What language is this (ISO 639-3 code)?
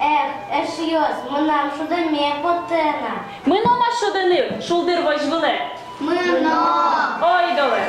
udm